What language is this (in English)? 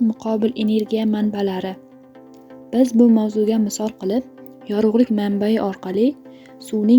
Uzbek